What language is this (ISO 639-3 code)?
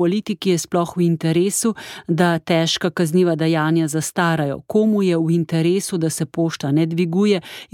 slv